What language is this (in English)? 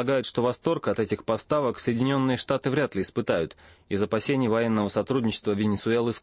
Russian